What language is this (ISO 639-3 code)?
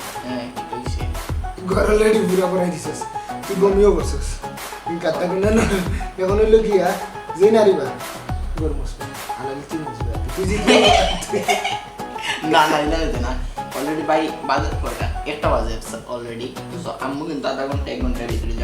syl